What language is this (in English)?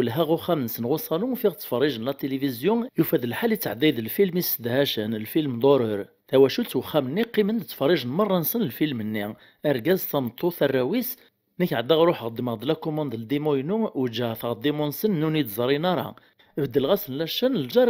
Kabyle